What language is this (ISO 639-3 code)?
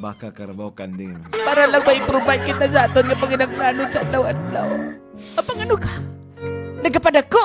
hil